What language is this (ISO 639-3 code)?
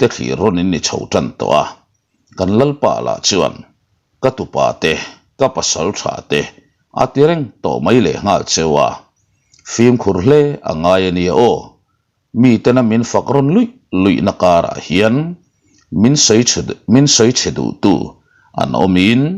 lus